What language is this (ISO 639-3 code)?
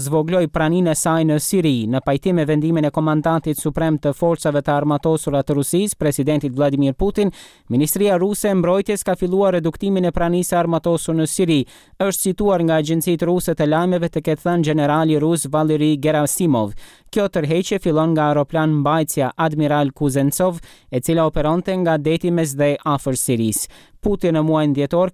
sqi